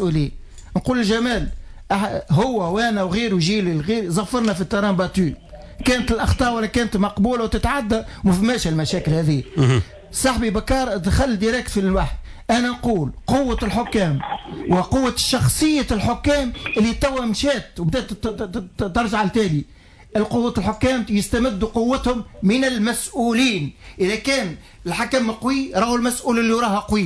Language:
Tunisian Arabic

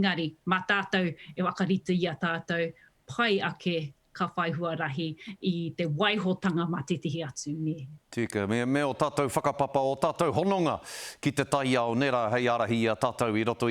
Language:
Māori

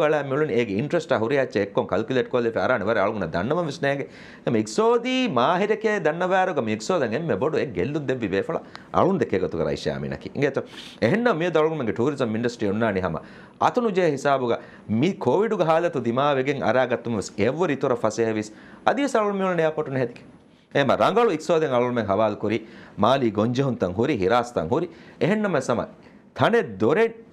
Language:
Divehi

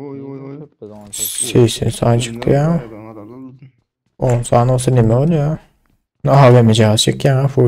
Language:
Turkmen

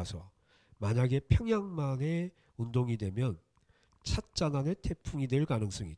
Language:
Korean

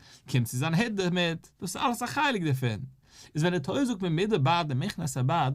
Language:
Yiddish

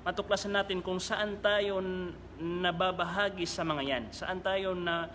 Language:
Maranao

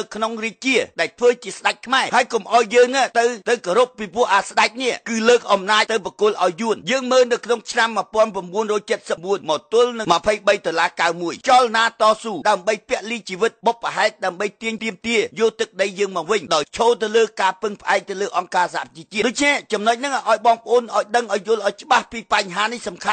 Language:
Khmer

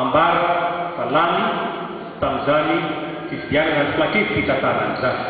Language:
Malagasy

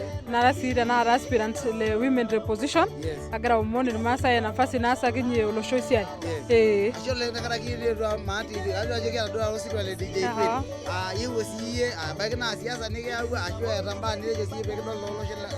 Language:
Masai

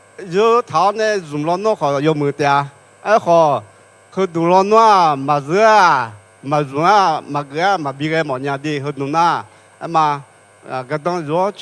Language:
Akha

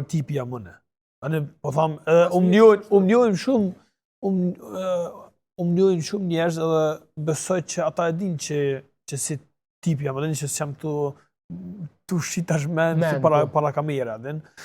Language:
Albanian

